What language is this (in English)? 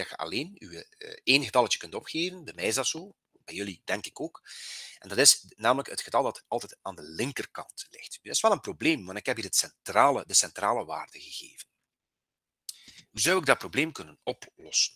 Dutch